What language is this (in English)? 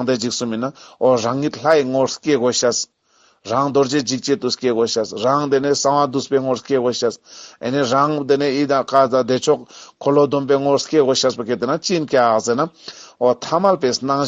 Ladakhi